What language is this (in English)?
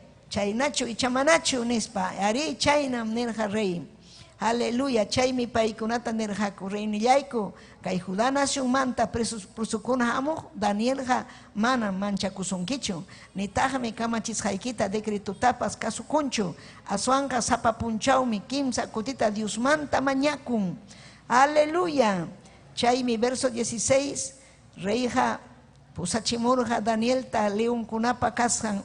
Ayacucho Quechua